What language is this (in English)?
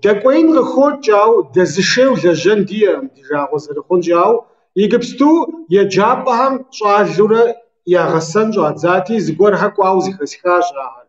Kabardian